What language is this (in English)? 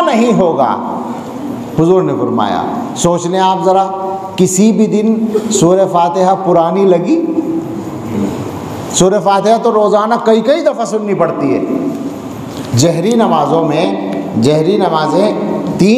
Urdu